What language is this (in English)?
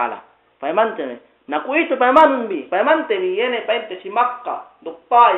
Yakan